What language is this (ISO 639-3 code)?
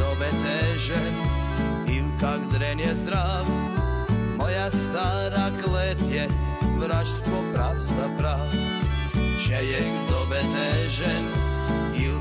hrv